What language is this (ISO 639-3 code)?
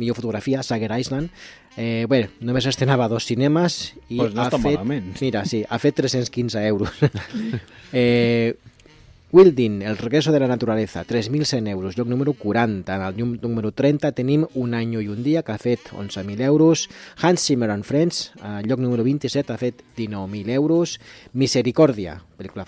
cat